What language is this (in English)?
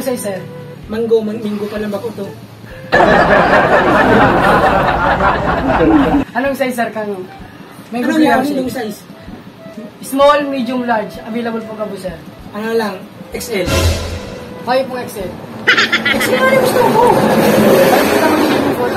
Bikol